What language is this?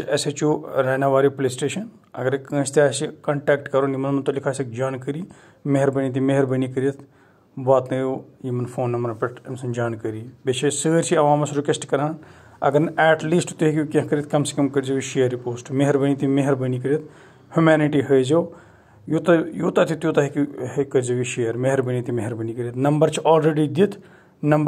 Kashmiri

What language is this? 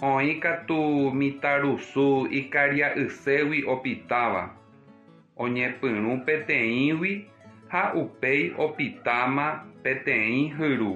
Guarani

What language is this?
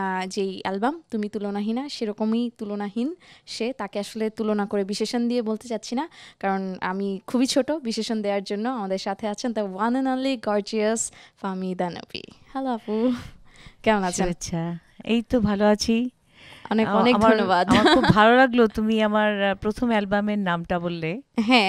Bangla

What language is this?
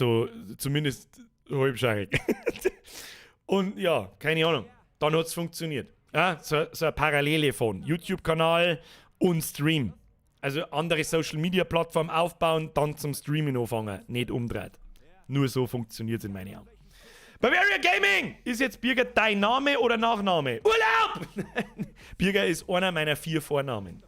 Bavarian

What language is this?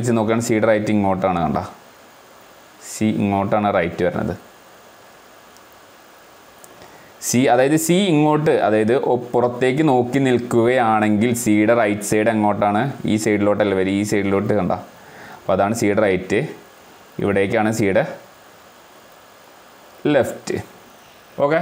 Malayalam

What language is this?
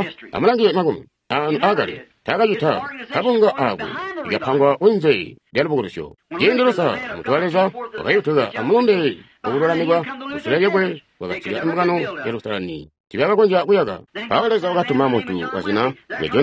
Tonga (Zambia)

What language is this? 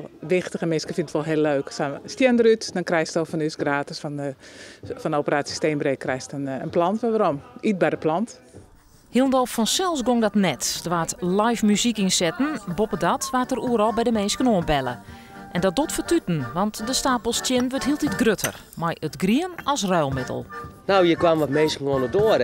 Western Frisian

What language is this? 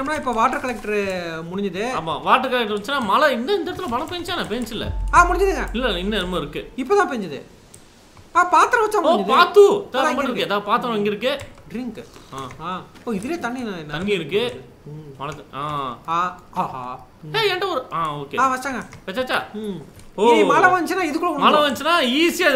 Tamil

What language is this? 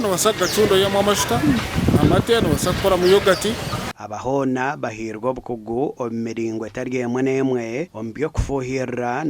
Nyankole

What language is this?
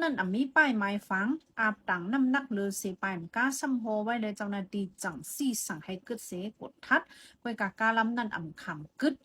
Shan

